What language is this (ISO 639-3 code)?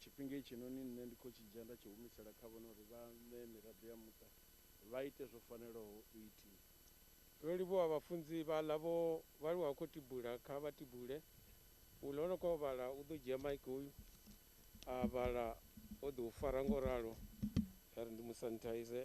ven